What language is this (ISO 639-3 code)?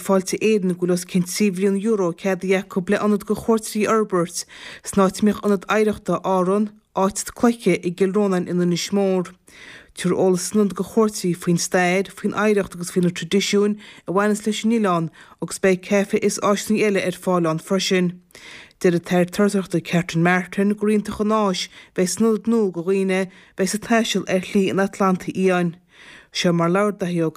gle